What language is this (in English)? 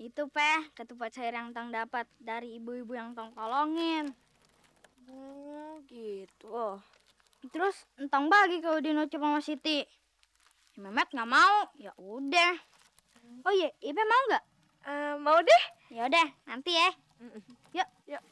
Betawi